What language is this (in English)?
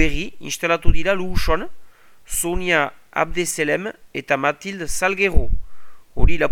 Basque